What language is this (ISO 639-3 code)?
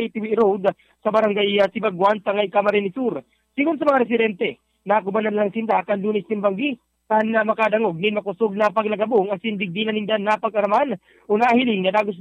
bik